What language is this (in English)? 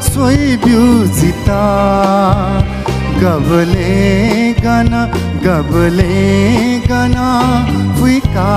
Newari